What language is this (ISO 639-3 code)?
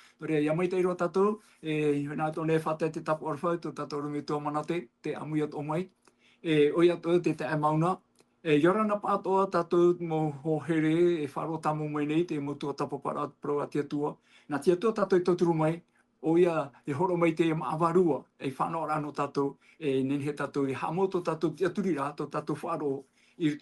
tah